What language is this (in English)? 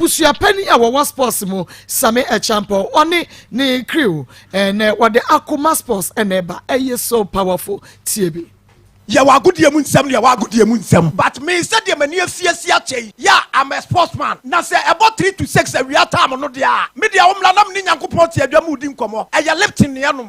Akan